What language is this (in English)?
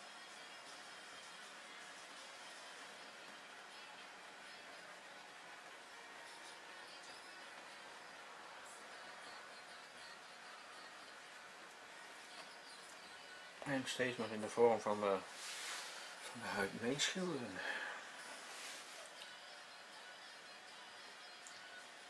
Dutch